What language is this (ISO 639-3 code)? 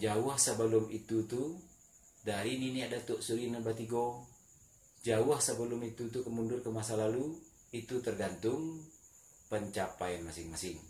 min